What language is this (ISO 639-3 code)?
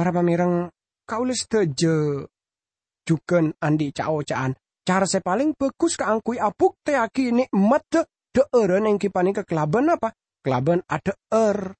mad